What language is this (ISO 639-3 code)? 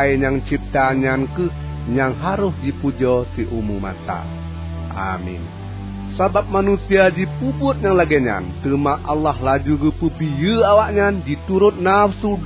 ace